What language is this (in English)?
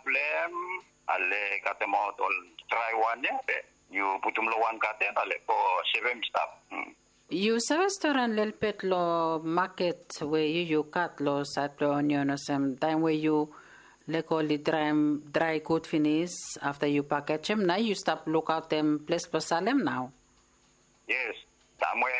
Bislama